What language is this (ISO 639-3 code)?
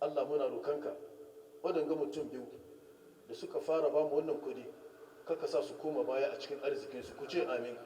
hau